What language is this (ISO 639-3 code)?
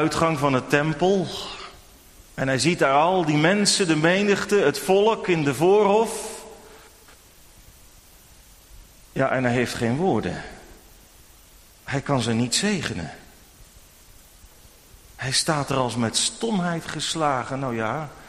nld